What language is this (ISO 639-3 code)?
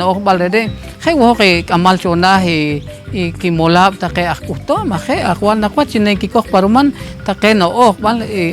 poh